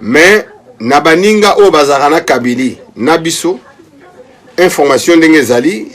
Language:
Lingala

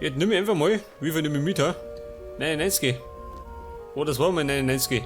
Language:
Bavarian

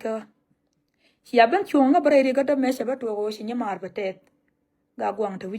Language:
Nuer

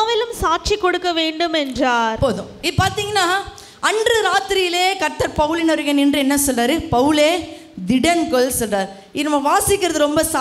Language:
Tamil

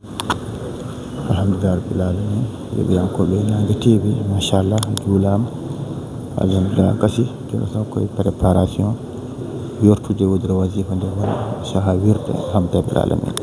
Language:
Fula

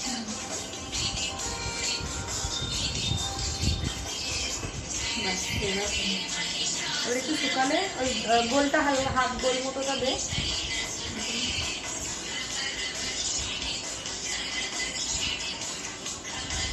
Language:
Bangla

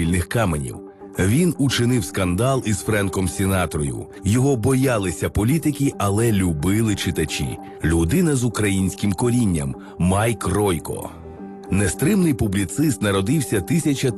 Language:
Ukrainian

